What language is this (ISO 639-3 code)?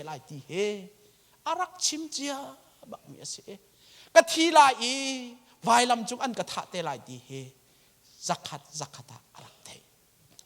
cnh